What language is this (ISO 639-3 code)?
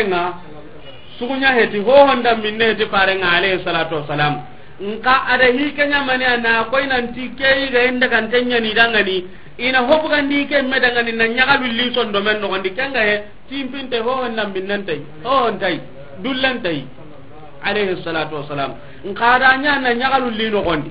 snk